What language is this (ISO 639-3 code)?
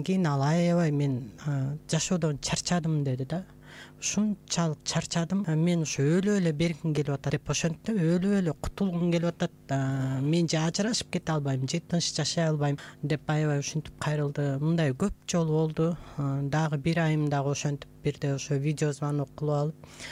kir